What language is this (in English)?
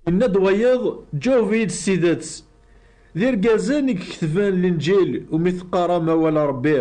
Kabyle